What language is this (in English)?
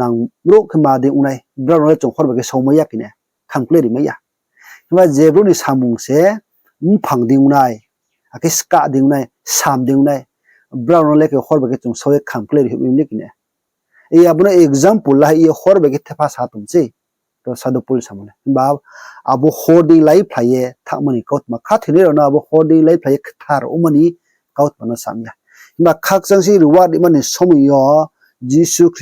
Riang (India)